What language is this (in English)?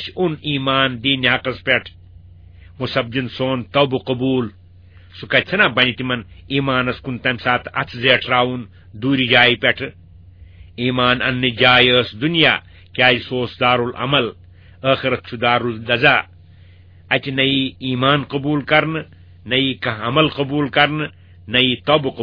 Kashmiri